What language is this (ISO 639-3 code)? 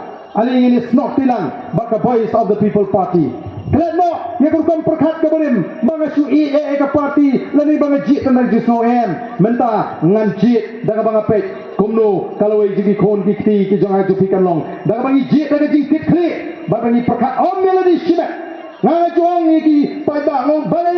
kha